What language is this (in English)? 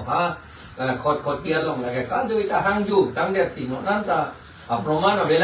Karbi